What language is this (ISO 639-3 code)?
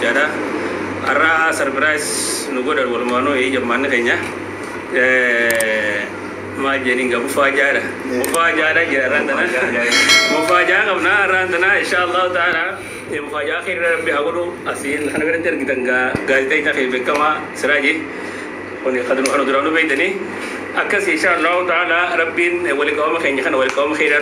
orm